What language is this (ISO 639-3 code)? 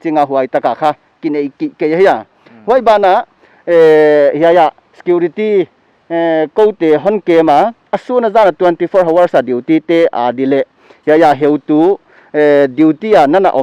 pck